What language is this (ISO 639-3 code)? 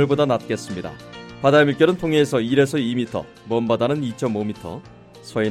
kor